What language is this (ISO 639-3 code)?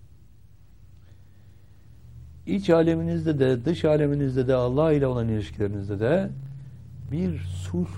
tur